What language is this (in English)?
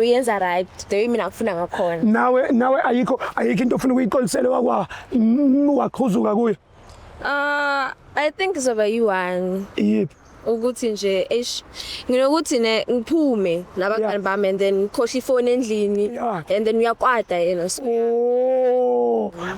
Zulu